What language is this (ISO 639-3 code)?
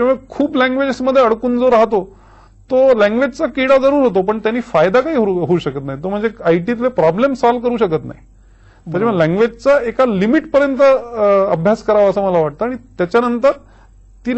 mar